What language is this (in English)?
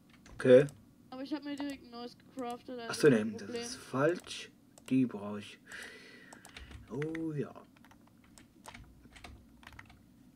German